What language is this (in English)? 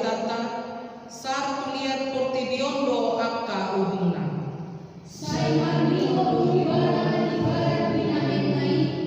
Batak Toba